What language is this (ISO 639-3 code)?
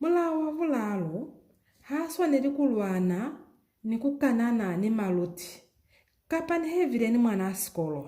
loz